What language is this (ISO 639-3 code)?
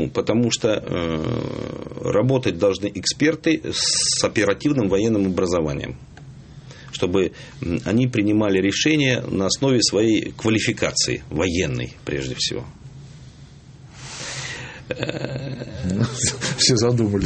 rus